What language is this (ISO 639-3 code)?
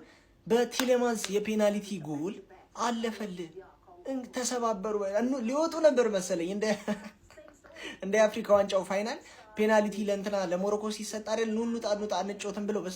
amh